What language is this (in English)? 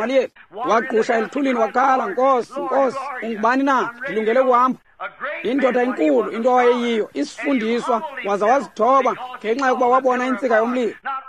Xhosa